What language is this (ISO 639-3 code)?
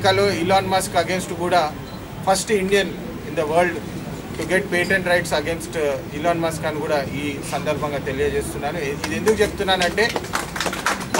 tel